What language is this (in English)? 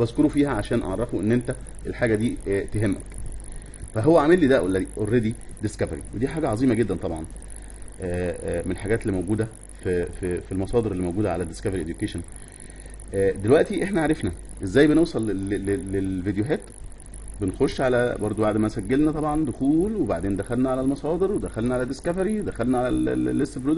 Egyptian Arabic